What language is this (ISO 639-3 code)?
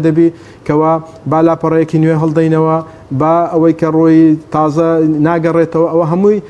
ckb